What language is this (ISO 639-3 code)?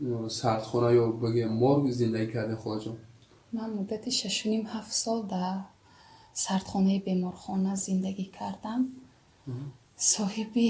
tgk